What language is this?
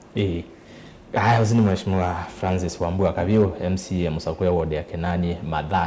Kamba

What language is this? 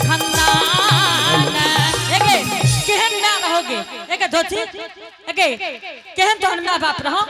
Angika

